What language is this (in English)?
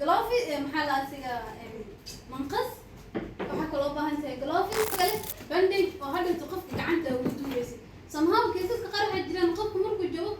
Somali